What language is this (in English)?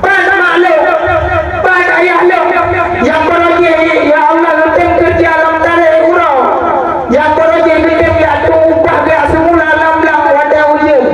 Achinese